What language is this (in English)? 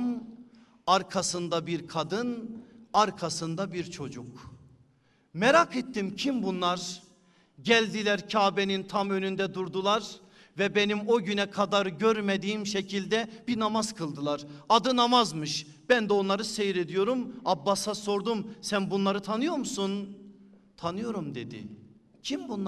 Turkish